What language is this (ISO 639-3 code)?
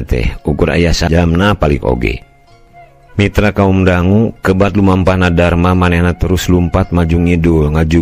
sun